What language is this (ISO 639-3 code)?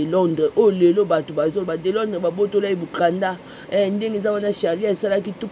lin